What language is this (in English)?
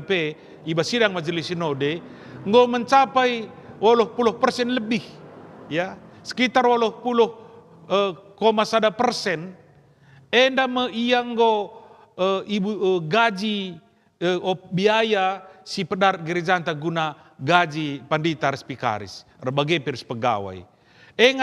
Batak Karo